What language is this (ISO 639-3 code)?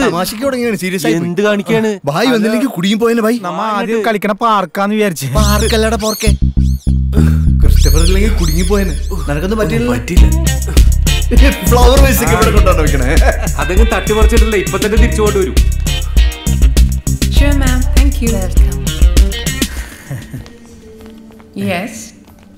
mal